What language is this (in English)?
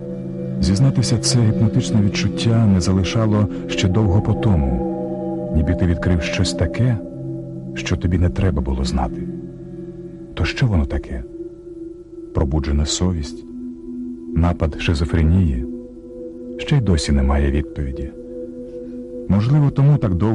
Ukrainian